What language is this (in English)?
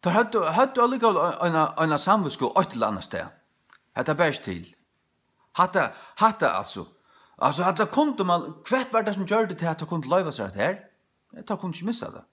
Faroese